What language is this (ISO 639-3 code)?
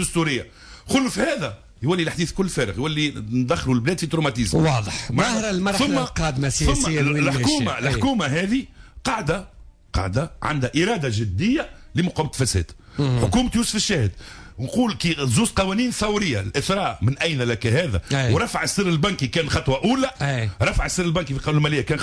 aeb